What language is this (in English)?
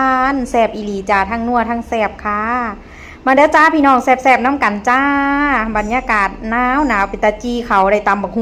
Northeastern Thai